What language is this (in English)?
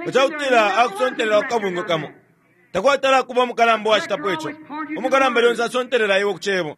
Bemba